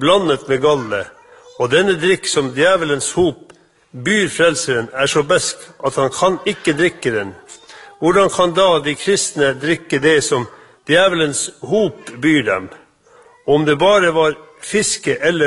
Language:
Norwegian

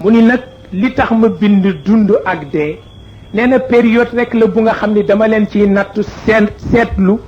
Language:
Wolof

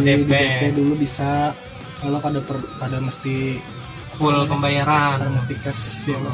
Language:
Banjar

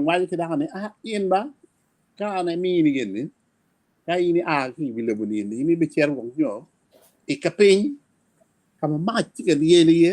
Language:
Acoli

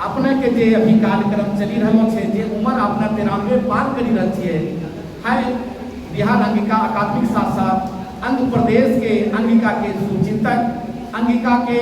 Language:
Angika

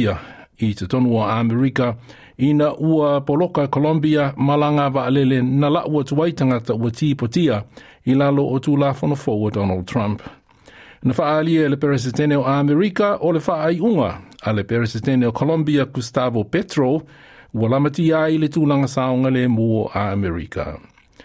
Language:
Samoan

